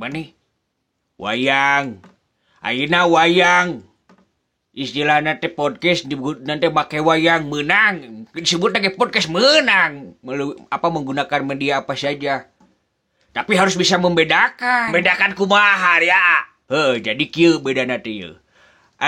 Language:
Sundanese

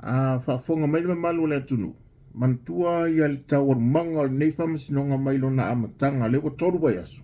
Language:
Samoan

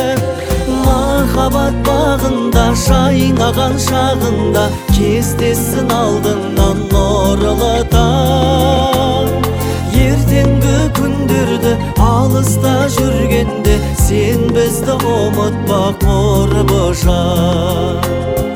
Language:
Kazakh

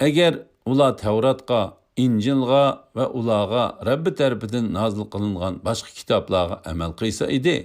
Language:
Uyghur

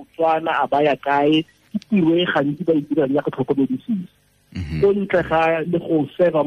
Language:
Tswana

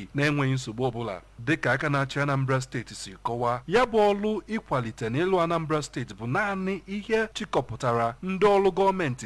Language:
Igbo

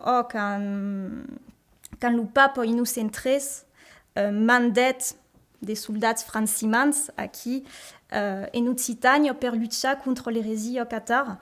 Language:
Occitan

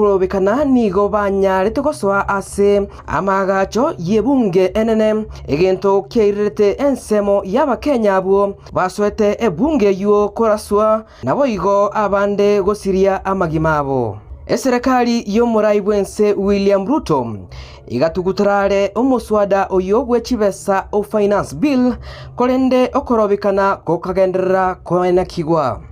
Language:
Gusii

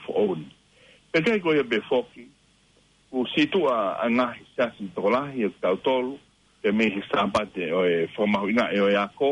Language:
Tongan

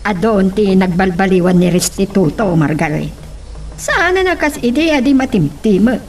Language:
Iloko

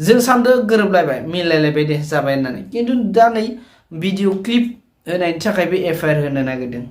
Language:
Bodo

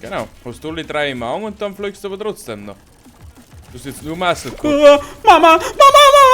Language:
Bavarian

